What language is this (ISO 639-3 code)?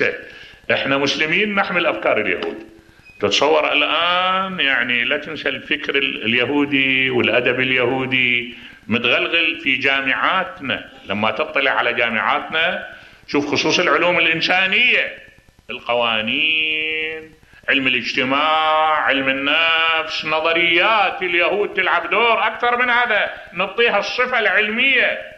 acm